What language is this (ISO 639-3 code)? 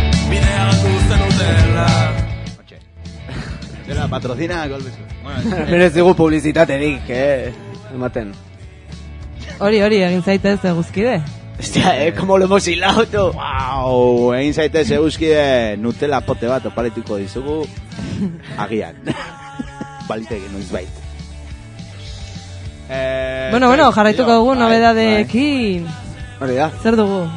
eus